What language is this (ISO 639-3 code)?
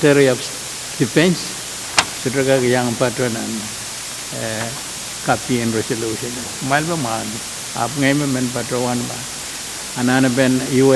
pon